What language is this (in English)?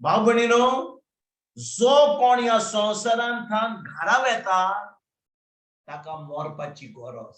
Konkani